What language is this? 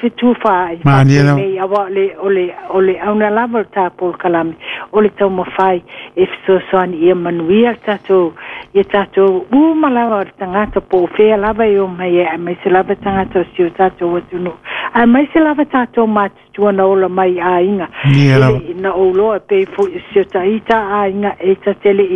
Samoan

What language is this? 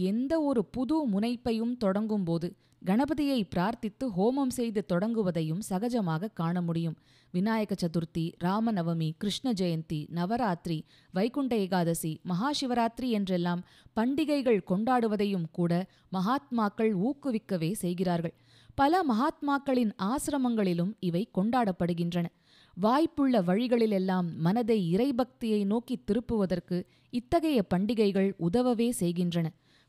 Tamil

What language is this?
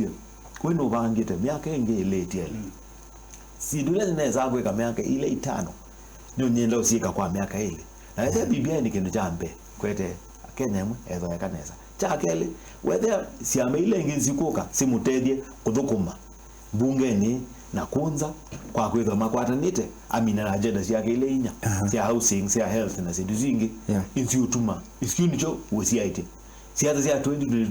Kamba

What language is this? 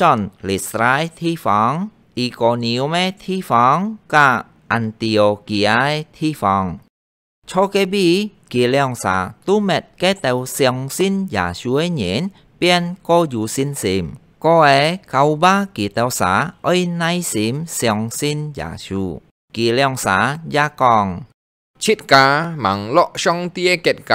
Hakka Chinese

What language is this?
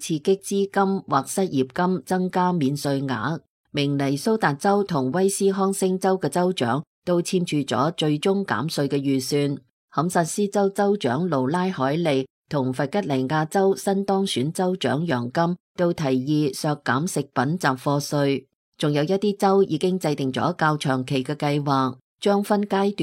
Cantonese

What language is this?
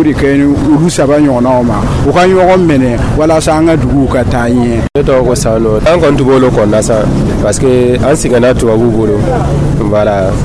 Dyula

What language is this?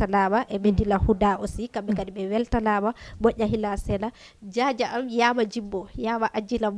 Fula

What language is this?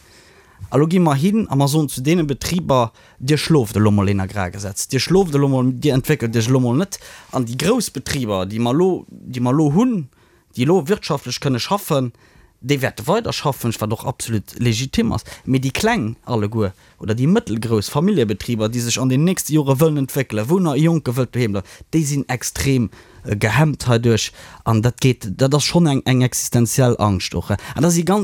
Luxembourgish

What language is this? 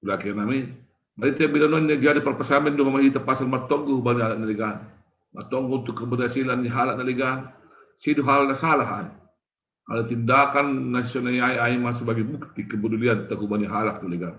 Batak Simalungun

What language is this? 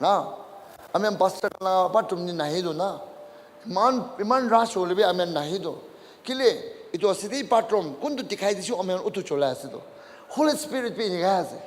Naga Pidgin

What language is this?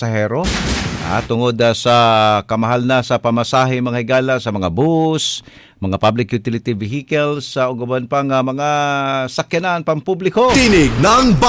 Cebuano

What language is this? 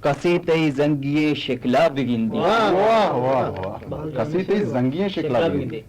Eastern Balochi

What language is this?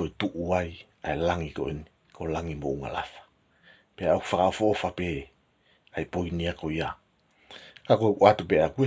Tongan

